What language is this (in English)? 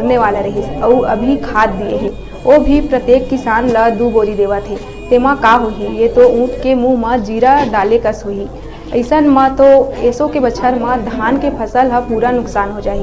Chhattisgarhi